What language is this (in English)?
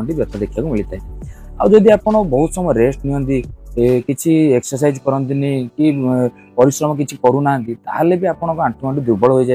Odia